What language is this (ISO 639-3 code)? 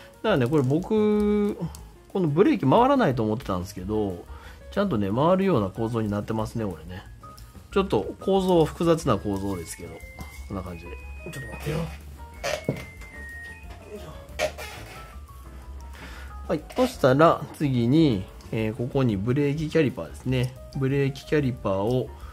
jpn